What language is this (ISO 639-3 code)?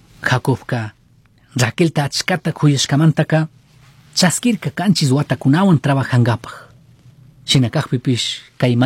qug